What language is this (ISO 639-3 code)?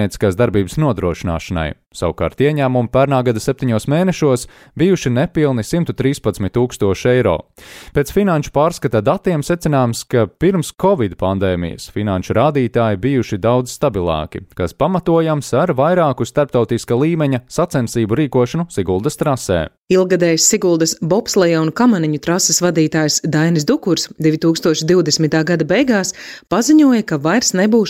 lav